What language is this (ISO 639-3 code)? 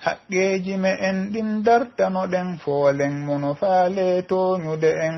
fuf